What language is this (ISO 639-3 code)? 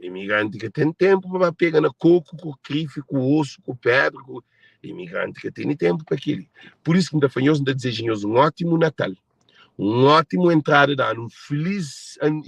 kea